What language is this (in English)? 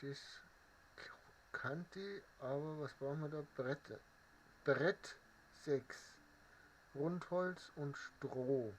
Bavarian